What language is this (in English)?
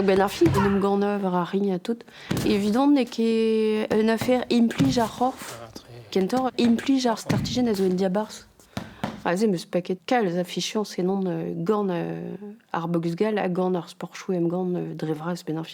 Breton